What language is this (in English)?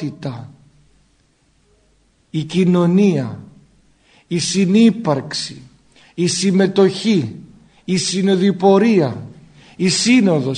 Greek